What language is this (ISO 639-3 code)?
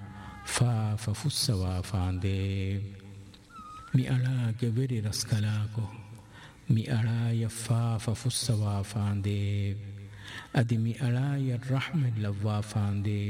div